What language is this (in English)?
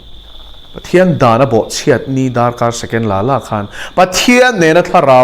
Mizo